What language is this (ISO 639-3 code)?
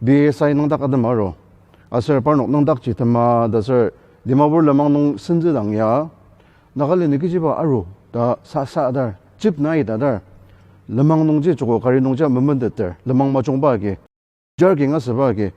njo